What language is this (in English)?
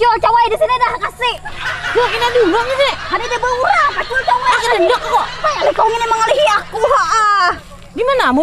Banjar